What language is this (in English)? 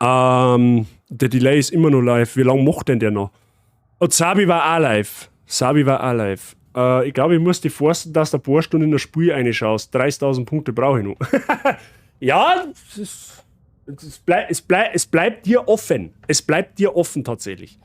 Bavarian